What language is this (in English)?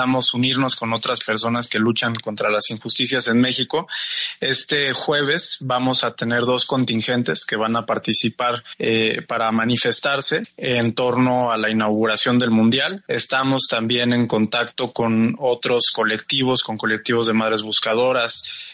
Spanish